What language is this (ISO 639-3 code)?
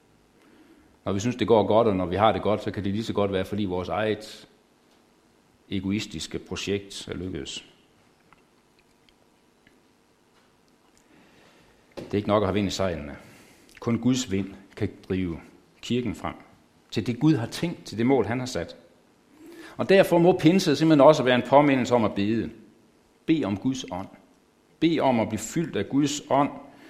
dan